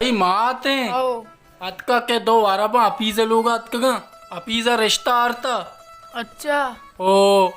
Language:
Baluchi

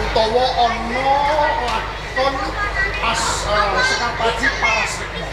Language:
Javanese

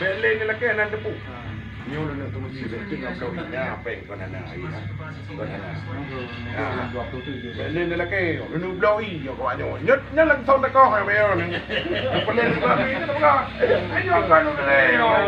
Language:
Achinese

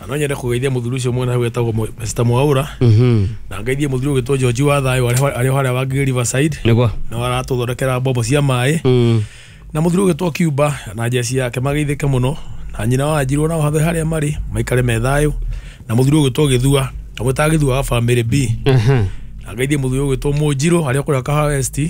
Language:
Kikuyu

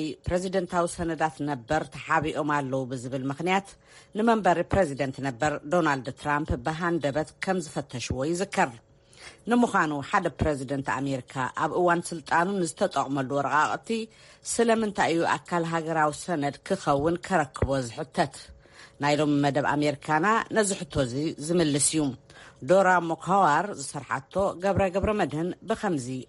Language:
Tigrinya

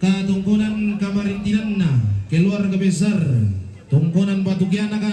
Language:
Toraja-Sa'dan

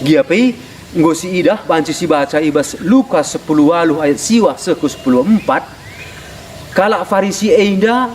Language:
Batak Karo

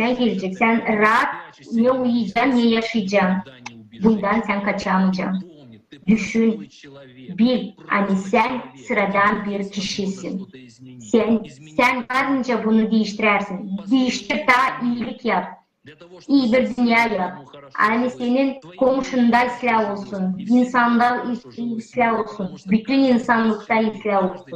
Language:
Gagauz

